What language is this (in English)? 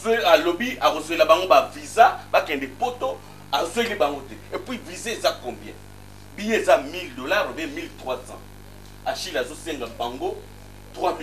Lingala